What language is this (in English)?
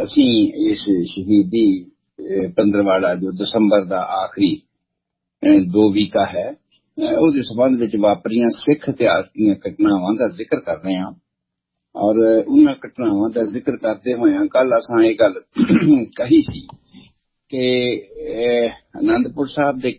Punjabi